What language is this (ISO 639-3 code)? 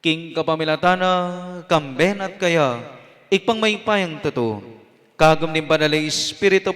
pam